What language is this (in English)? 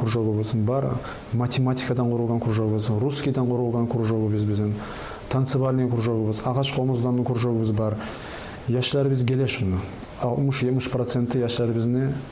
Kumyk